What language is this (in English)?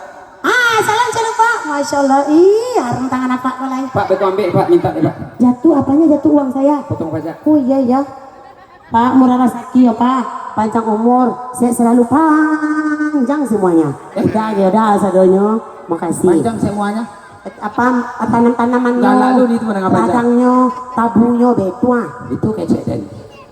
Minangkabau